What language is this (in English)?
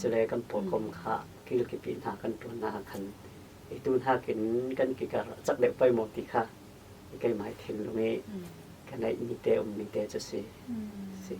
Falam Chin